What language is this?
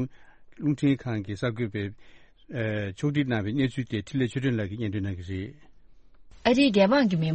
Tibetan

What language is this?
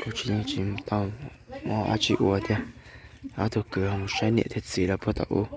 Hmong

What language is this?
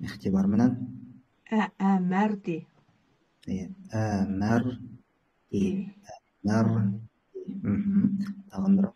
Bashkir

